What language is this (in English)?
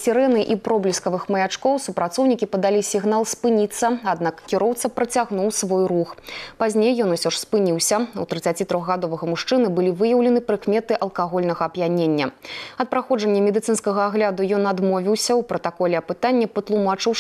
Belarusian